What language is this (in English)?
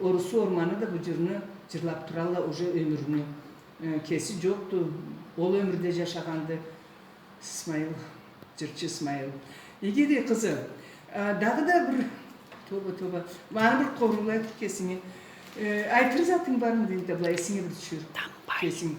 Karachay-Balkar